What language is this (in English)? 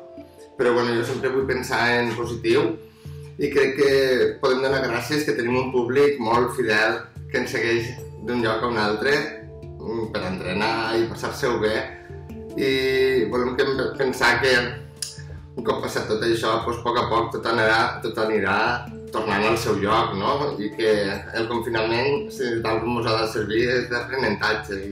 Catalan